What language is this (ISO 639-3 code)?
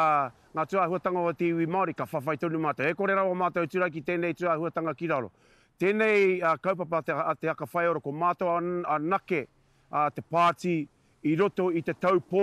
mri